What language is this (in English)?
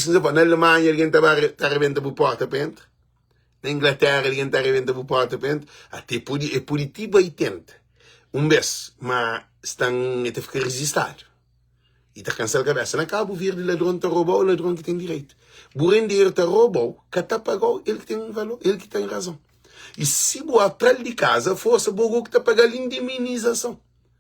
Kabuverdianu